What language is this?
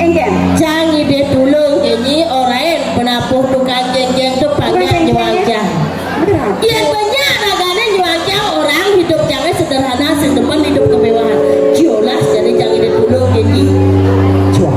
Balinese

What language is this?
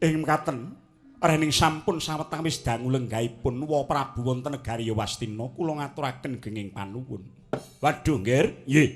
Javanese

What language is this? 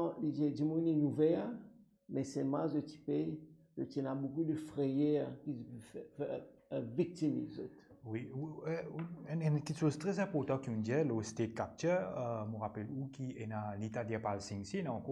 Morisyen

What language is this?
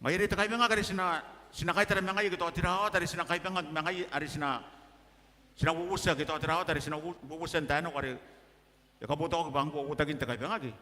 Gilbertese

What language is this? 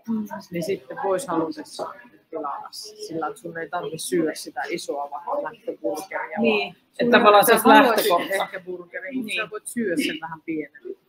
Finnish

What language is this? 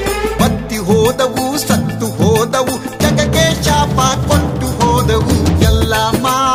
Kannada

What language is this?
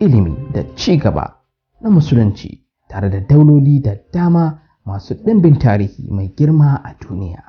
Hausa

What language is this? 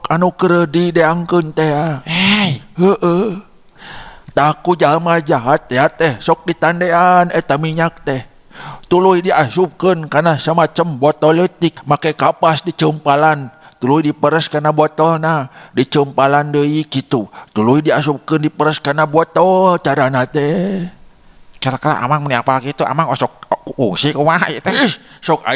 Sundanese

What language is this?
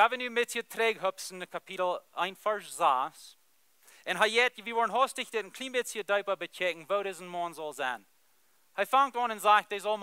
Plautdietsch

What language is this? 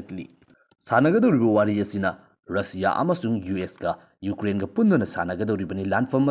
Manipuri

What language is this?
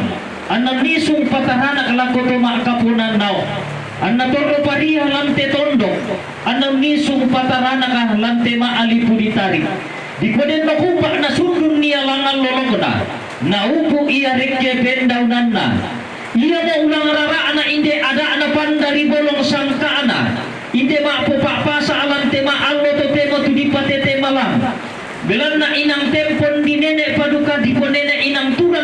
Toraja-Sa'dan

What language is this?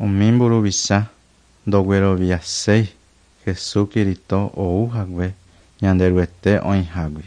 Guarani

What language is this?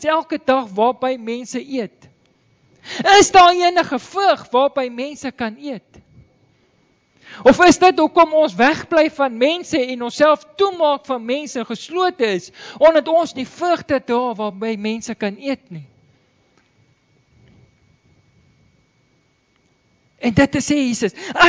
Afrikaans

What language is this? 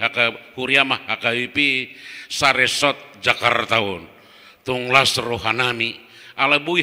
Batak Toba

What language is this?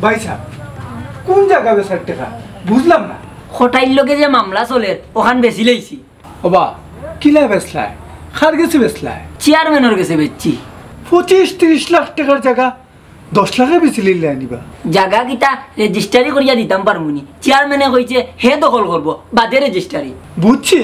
Sylheti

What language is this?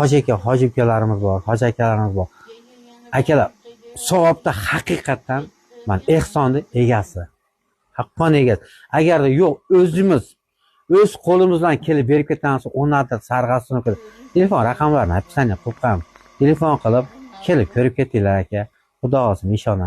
Uzbek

